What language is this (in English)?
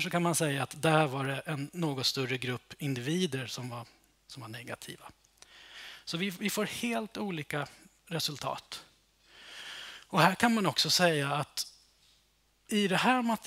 Swedish